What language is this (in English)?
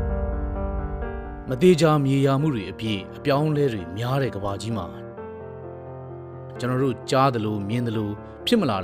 Burmese